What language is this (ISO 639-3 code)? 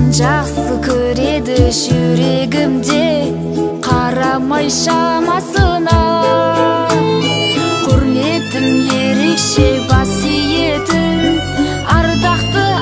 kaz